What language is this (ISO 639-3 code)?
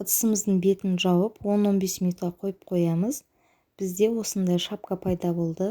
kaz